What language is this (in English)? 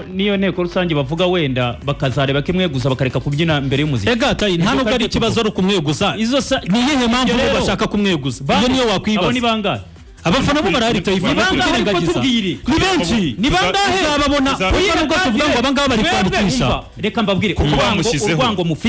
Kinyarwanda